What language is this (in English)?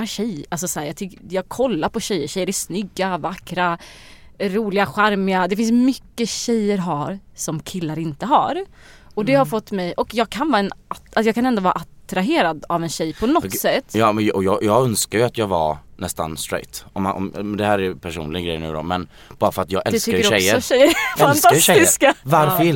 Swedish